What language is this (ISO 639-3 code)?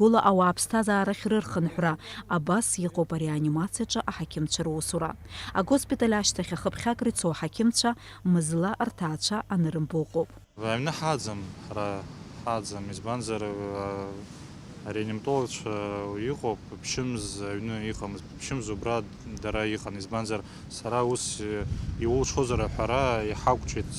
abk